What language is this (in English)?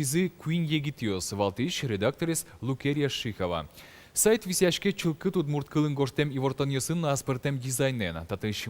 Udmurt